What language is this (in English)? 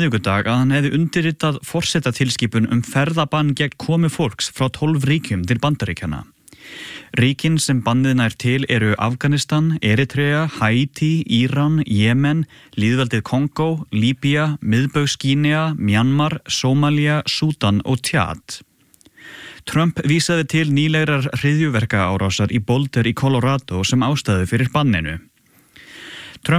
Icelandic